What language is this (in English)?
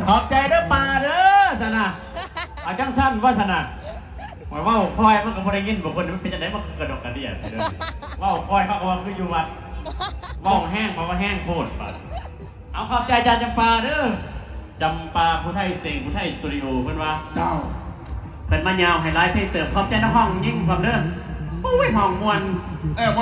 Lao